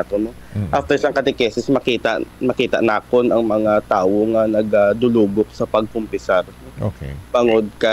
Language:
Hiligaynon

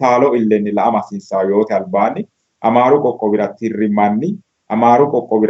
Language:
Sidamo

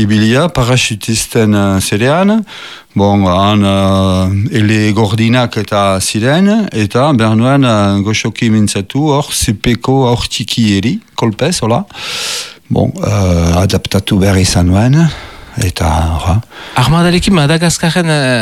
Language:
Basque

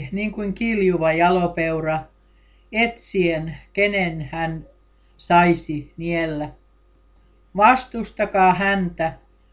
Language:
Finnish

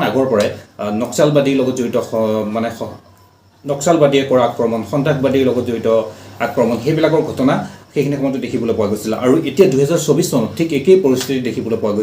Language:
Assamese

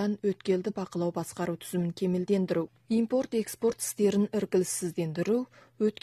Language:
Kazakh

